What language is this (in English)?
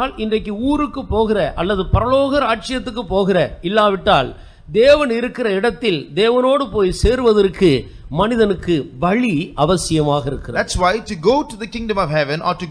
Tamil